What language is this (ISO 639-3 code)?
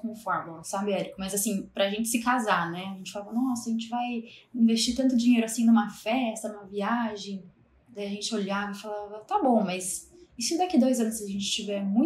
por